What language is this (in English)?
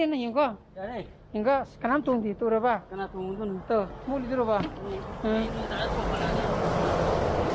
Manipuri